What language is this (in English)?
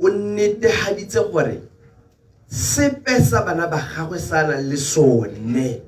Tswana